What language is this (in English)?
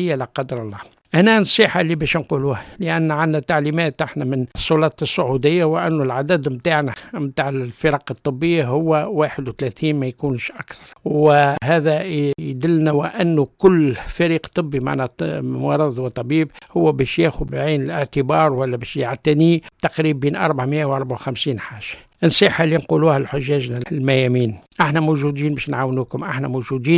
Tunisian Arabic